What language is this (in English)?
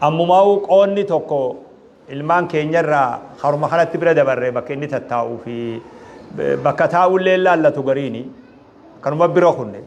Oromo